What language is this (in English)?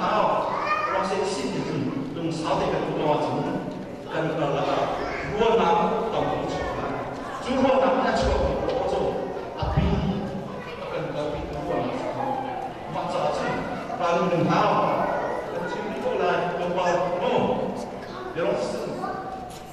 Hakha Chin